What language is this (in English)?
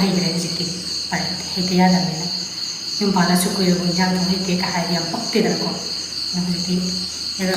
Manipuri